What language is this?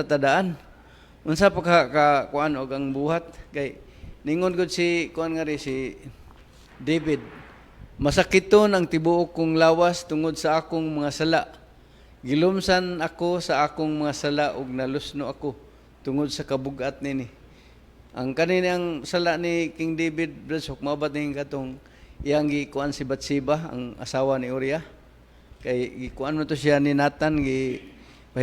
Cebuano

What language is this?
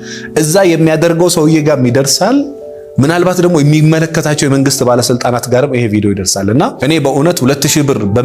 Amharic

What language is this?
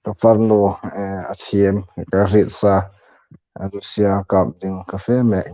Hmar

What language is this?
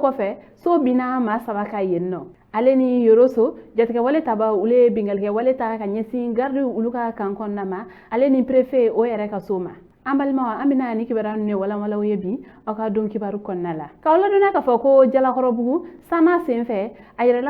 Bambara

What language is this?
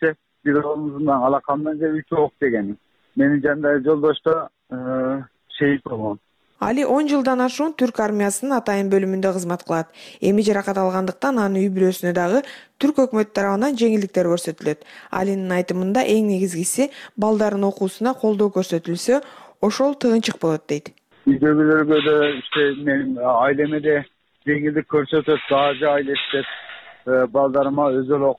Kyrgyz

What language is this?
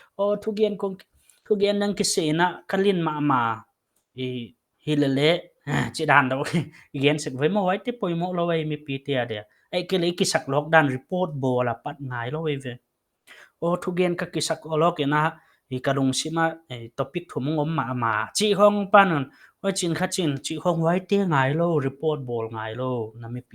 Paite Chin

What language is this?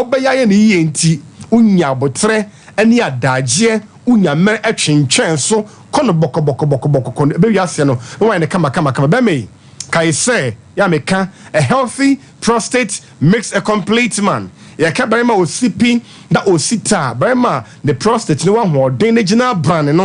Akan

